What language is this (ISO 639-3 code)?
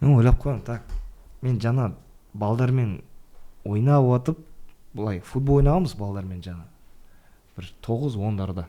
kaz